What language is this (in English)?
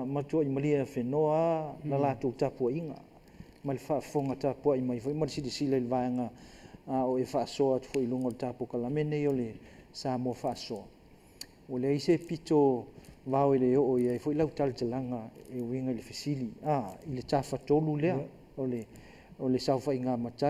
Samoan